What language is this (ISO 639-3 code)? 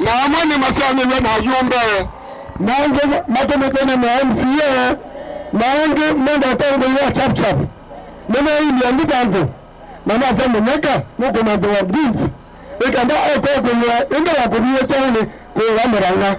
kam